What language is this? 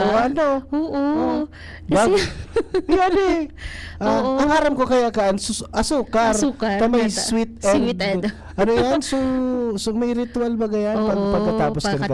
Bikol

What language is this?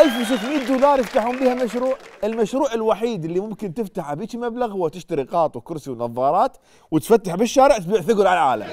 Mesopotamian Arabic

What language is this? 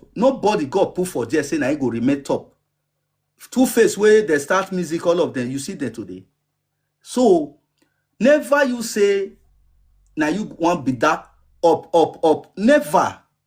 Nigerian Pidgin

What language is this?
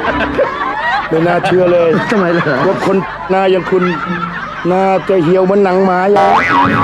Thai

